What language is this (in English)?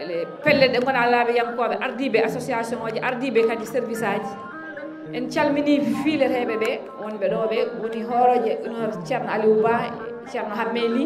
Fula